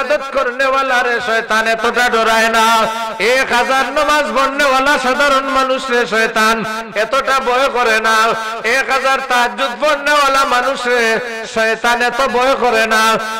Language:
Sylheti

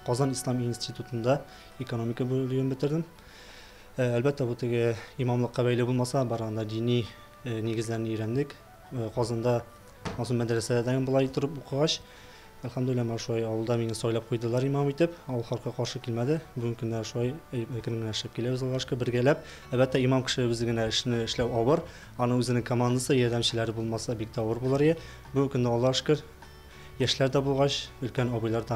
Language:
Tatar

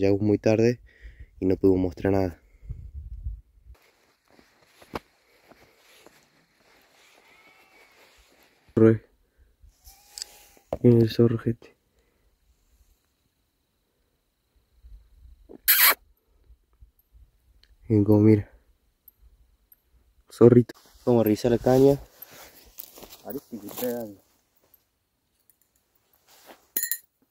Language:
Spanish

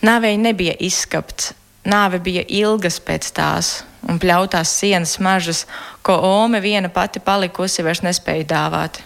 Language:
Latvian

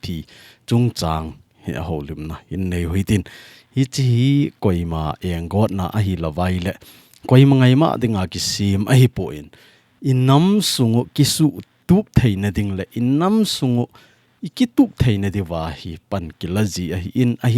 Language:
Thado Chin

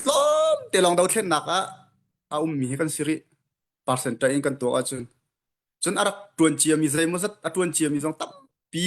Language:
Hakha Chin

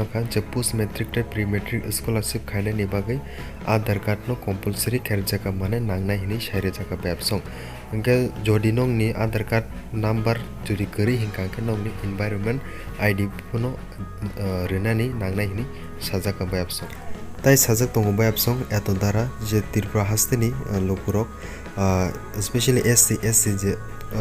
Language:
Kok Borok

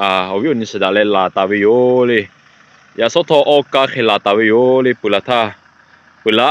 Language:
Lahu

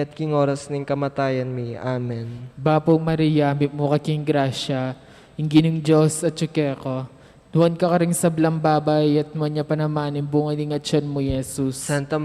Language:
Pampanga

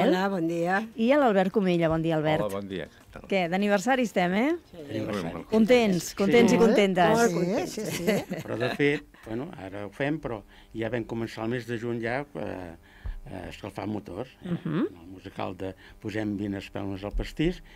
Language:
Catalan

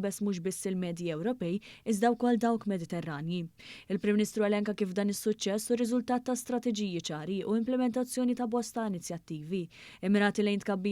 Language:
Maltese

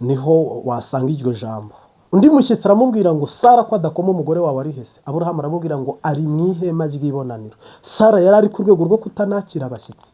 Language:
Kinyarwanda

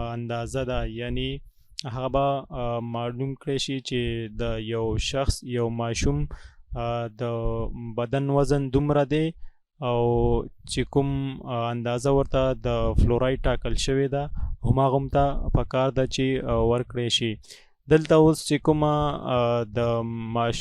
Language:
Pashto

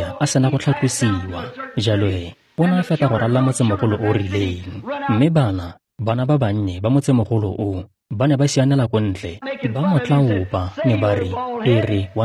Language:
Tswana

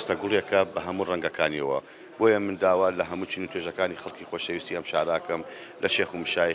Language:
Central Kurdish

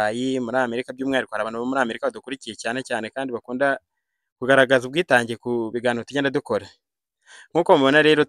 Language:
Kinyarwanda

